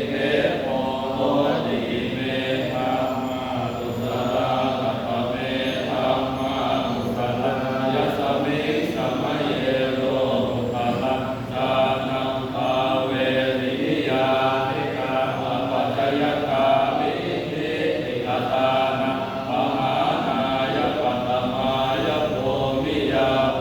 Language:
Pali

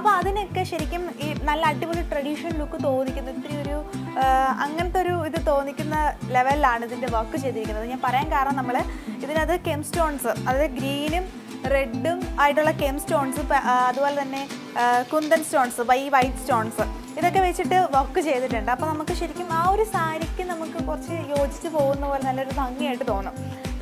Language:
Malayalam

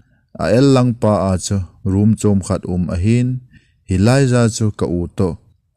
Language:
Thado Chin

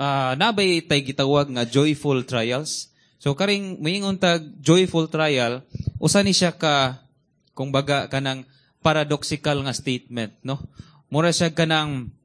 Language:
Cebuano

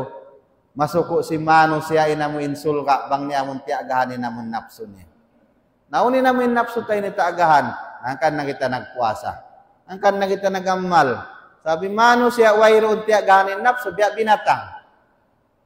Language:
Tausug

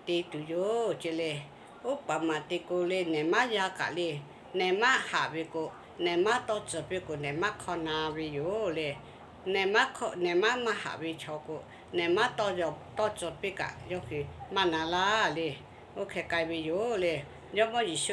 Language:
Lahu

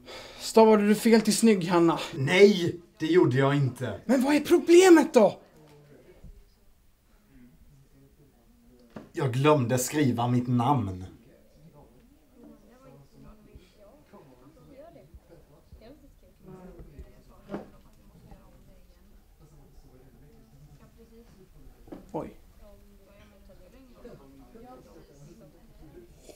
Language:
Swedish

